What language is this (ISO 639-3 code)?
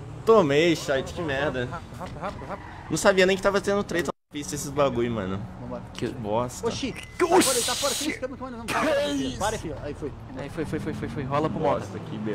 por